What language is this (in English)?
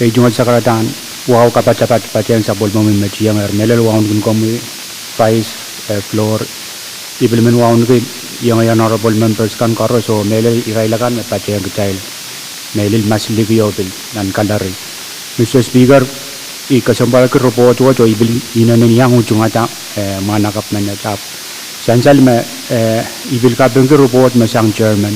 Pohnpeian